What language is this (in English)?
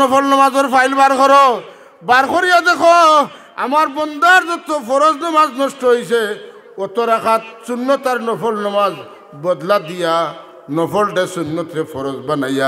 Sylheti